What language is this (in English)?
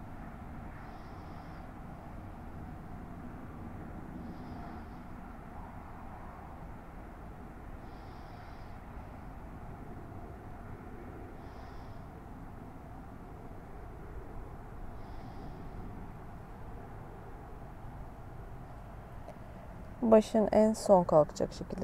Turkish